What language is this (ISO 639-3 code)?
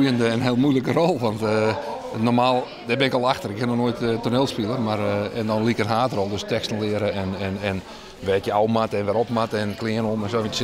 fry